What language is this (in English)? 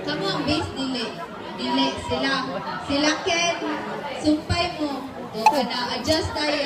Cebuano